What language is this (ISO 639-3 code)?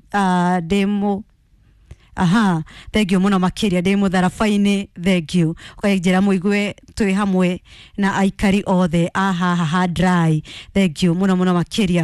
kik